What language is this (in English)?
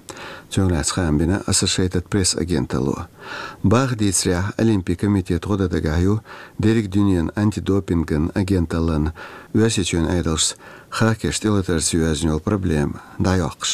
Chechen